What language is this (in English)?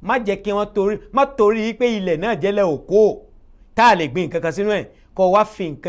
Yoruba